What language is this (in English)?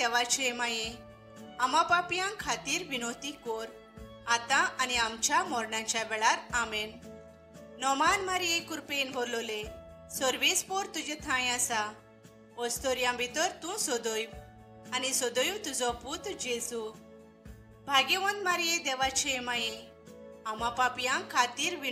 Konkani